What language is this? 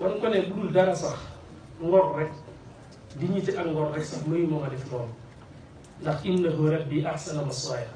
Wolof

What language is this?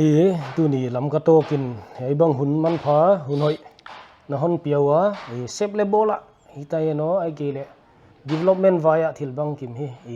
Paite Chin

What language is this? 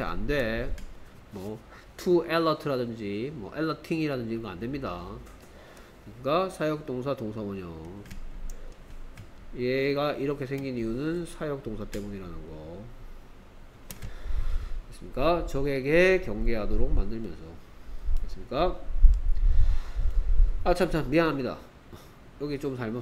Korean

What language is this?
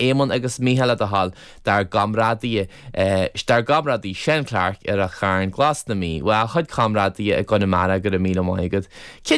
Irish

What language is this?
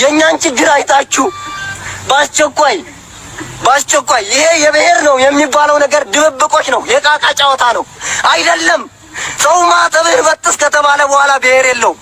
Amharic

